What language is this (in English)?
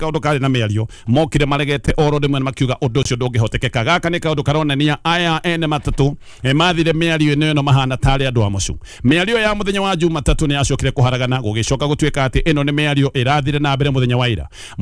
Kikuyu